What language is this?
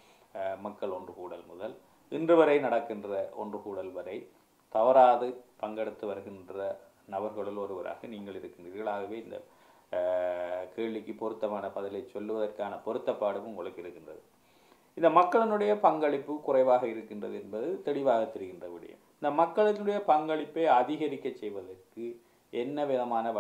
Tamil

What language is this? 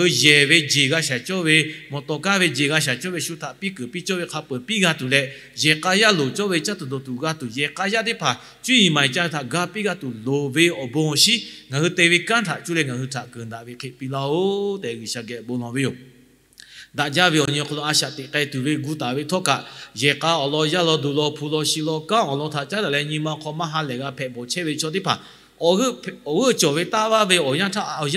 Lahu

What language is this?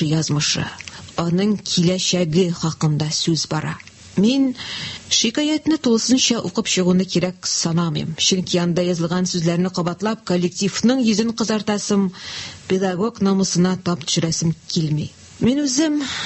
Tatar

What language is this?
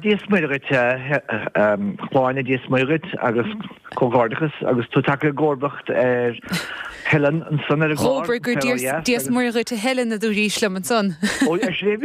Irish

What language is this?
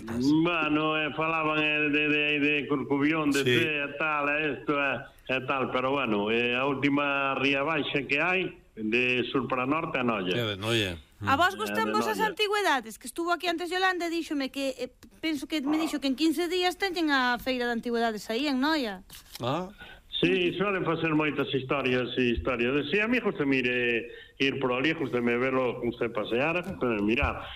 Galician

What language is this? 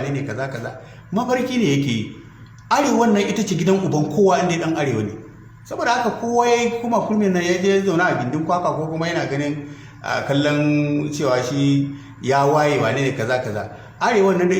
Hausa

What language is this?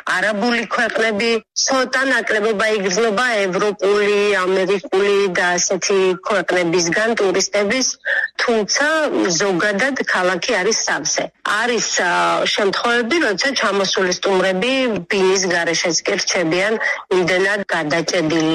Georgian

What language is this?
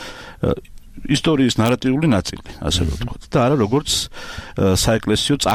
Georgian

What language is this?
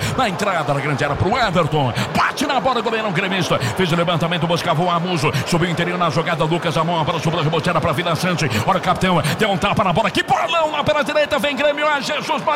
Portuguese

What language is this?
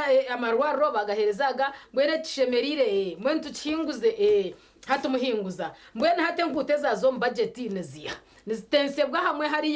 Nyankole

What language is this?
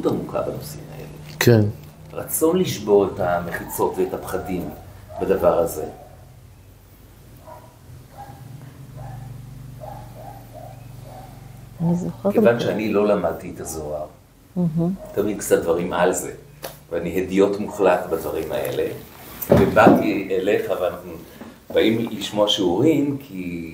Hebrew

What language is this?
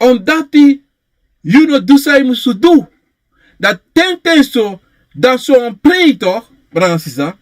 Sranan Tongo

